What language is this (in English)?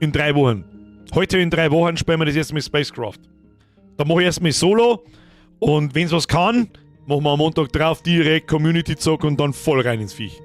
Bavarian